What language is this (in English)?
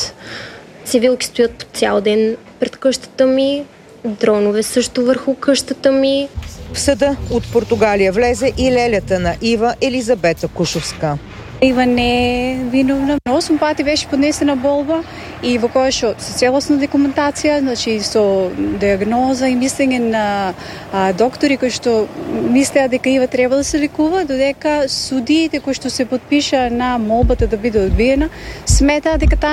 Bulgarian